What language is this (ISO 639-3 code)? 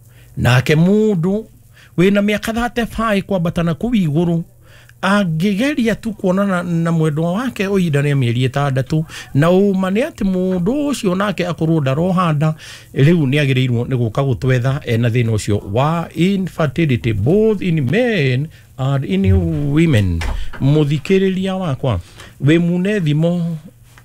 kik